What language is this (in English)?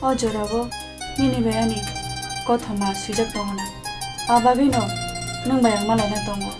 Kok Borok